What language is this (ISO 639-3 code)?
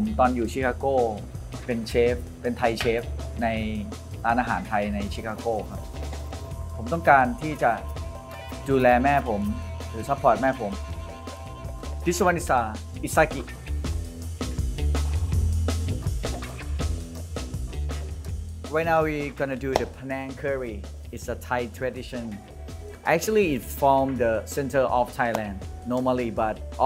tha